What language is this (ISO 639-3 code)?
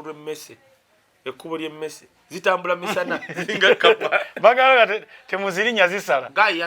lug